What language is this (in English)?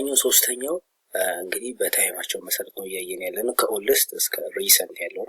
Amharic